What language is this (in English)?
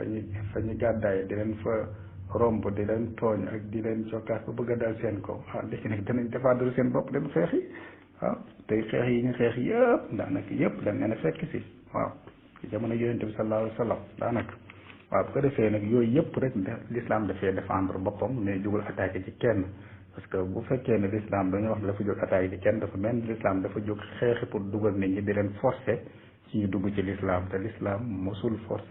Wolof